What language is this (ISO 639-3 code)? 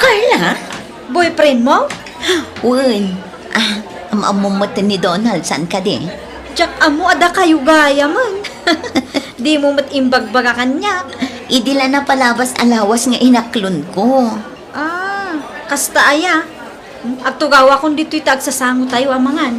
ilo